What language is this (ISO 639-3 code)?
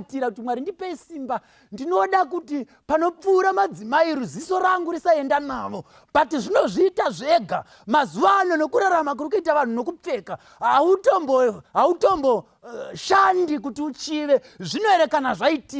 sna